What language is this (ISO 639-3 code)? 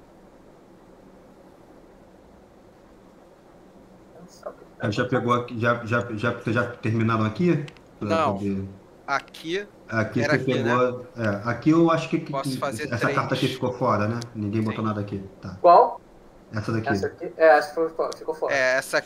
por